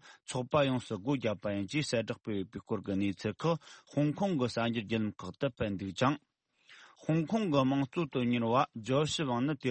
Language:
Tibetan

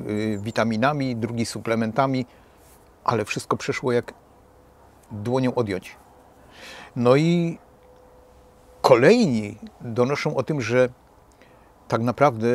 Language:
Polish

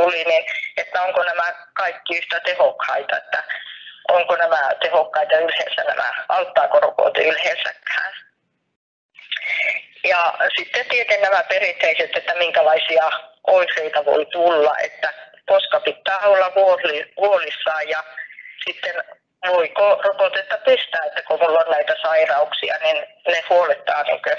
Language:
Finnish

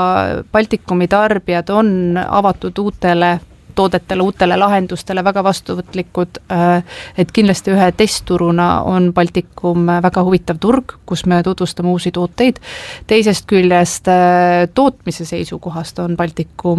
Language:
Estonian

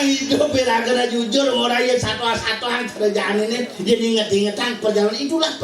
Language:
Balinese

